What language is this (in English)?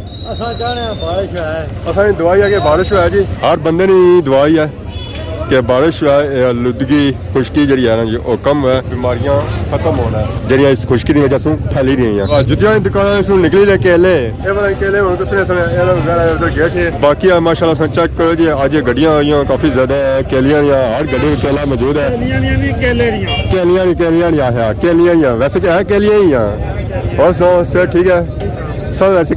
Pahari-Potwari